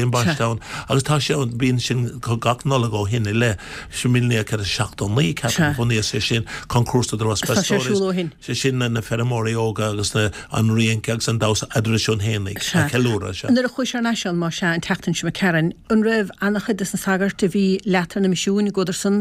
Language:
Irish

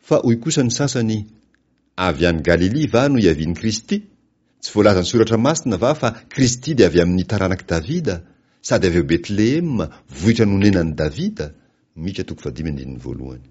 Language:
Malagasy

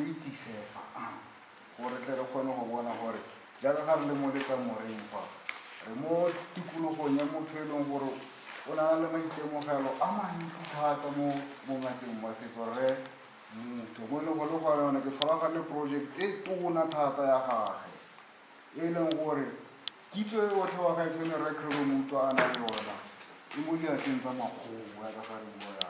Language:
Tswana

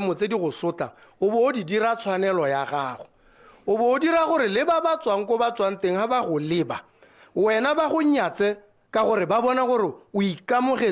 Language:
Tswana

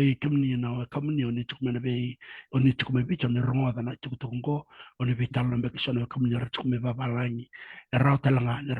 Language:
Fijian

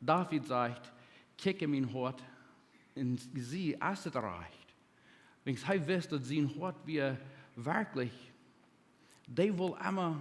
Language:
Plautdietsch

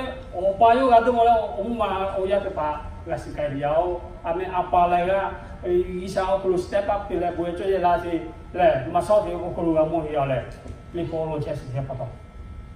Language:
Lahu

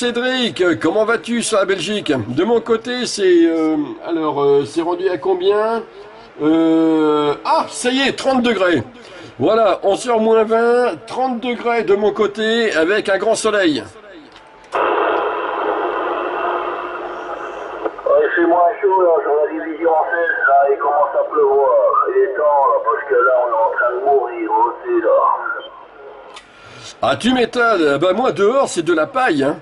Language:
French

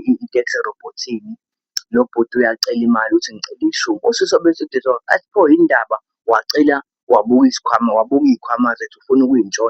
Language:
Zulu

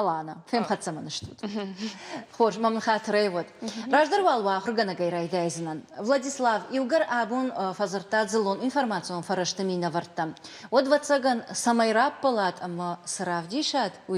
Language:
Ossetic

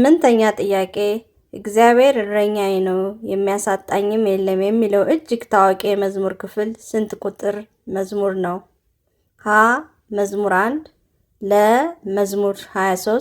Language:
Amharic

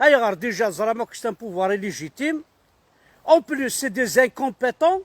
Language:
Kabyle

